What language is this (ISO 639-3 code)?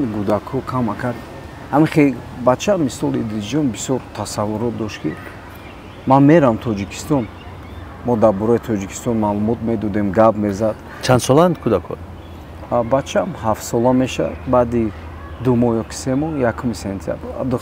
tgk